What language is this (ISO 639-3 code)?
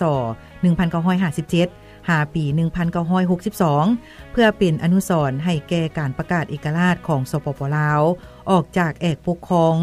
lao